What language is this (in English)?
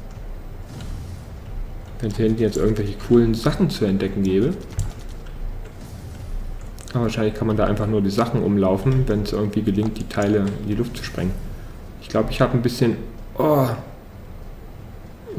German